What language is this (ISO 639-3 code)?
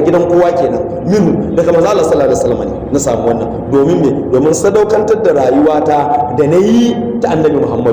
hau